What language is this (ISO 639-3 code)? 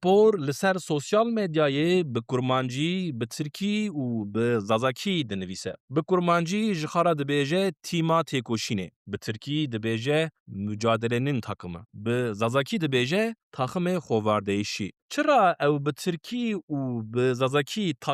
kur